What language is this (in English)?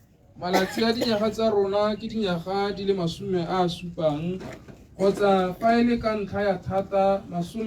Tswana